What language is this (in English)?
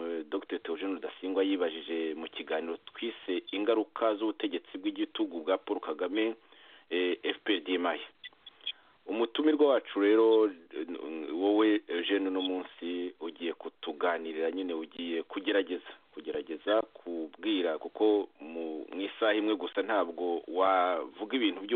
Kinyarwanda